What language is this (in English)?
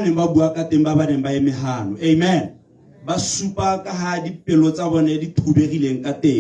Tswana